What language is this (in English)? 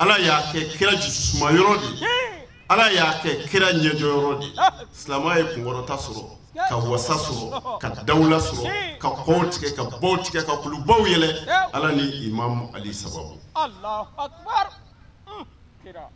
Bambara